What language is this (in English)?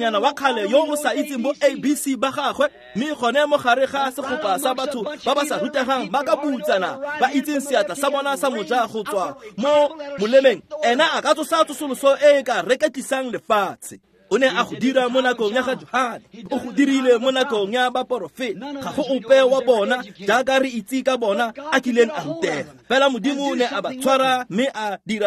Tswana